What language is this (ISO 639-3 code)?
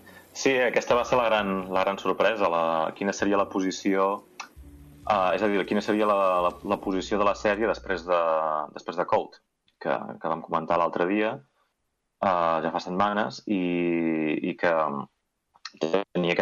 cat